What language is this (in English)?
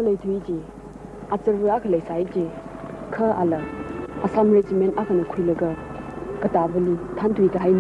Tangkhul Naga (India)